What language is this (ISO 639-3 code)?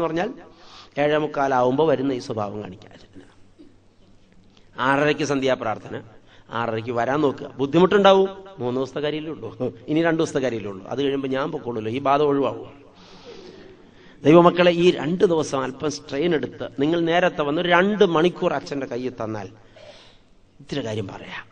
mal